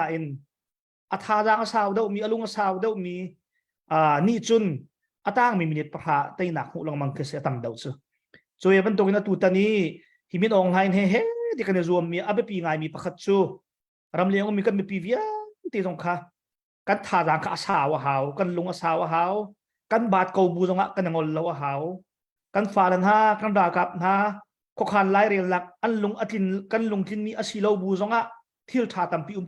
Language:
Hakha Chin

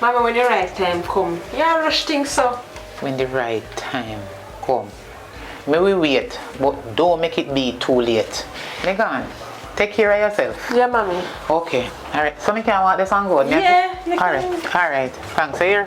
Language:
Jamaican Creole English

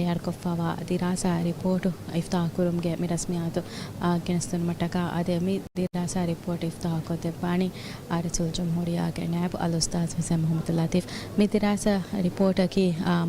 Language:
Divehi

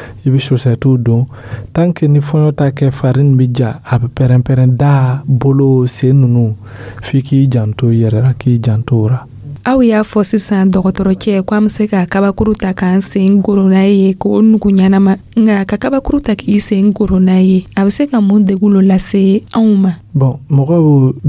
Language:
Dyula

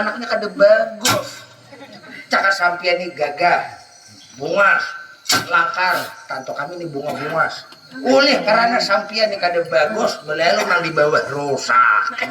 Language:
Banjar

